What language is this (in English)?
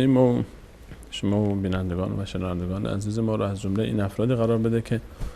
Persian